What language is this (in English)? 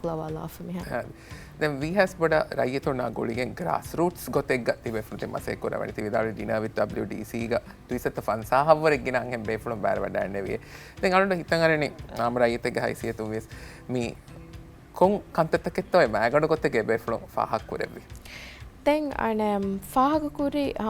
Divehi